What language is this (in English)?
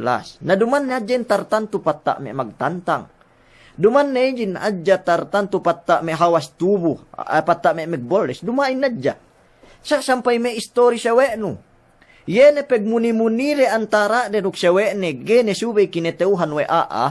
Yakan